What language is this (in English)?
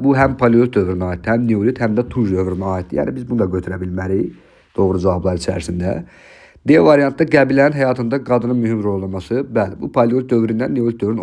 Azerbaijani